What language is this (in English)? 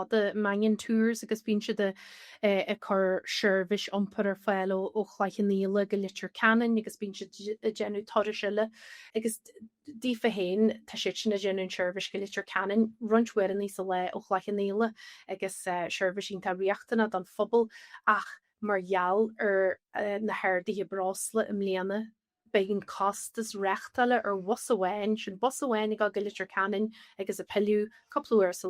Irish